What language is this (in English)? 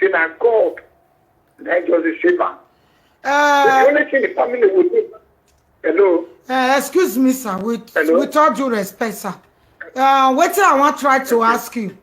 Nigerian Pidgin